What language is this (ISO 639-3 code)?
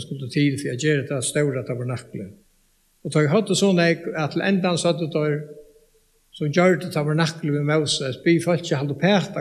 fao